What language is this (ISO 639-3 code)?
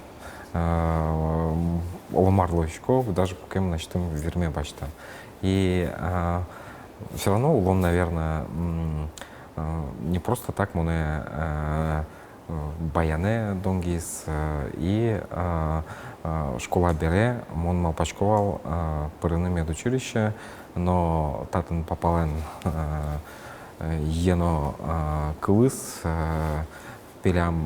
udm